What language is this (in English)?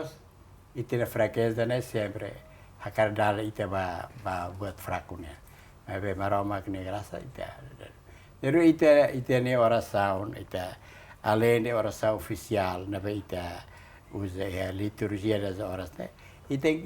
Tetum